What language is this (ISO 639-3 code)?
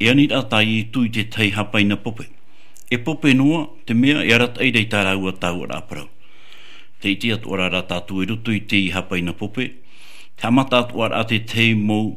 tah